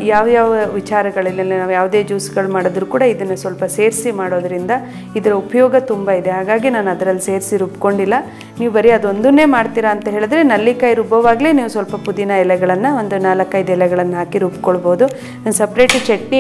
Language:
Kannada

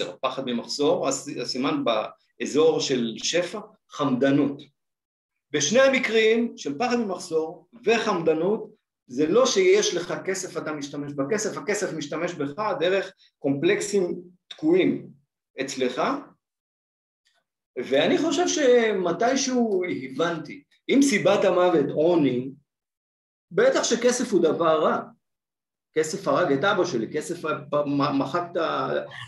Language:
Hebrew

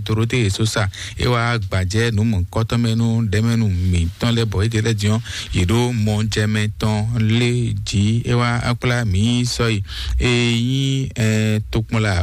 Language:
Fon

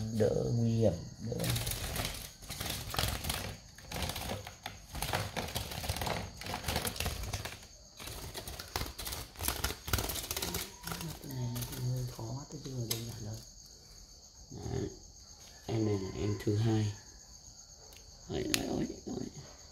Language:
Vietnamese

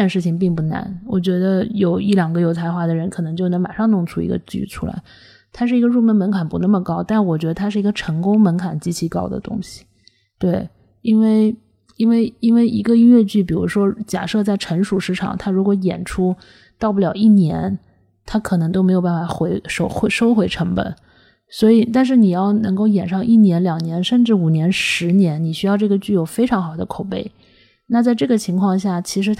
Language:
Chinese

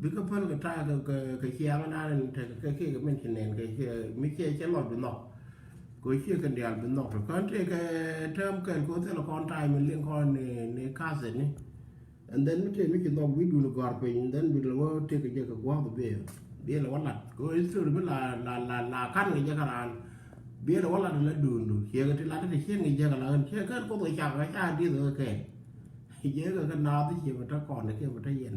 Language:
Nuer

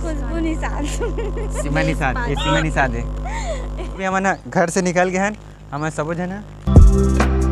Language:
Chhattisgarhi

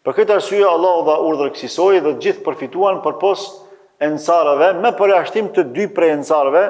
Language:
Albanian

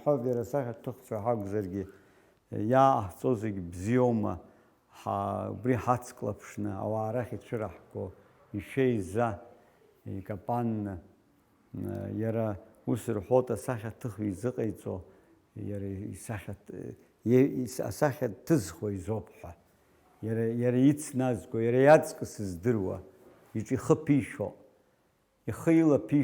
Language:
Abkhazian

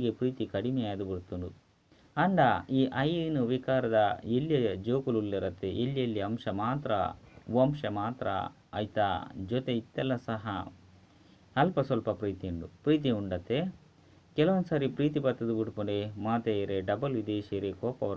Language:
Tulu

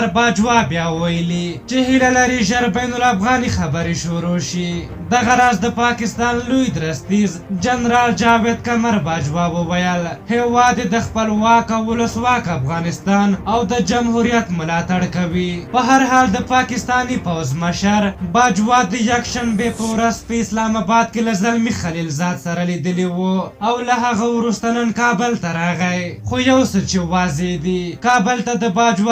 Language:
Pashto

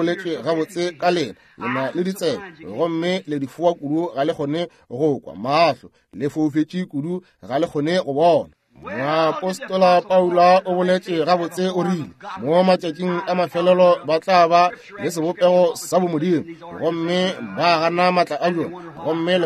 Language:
Northern Sotho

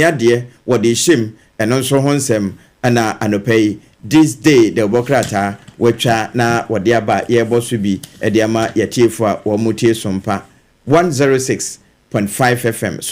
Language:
Akan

